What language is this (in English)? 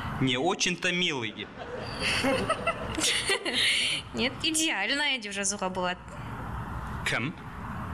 Kazakh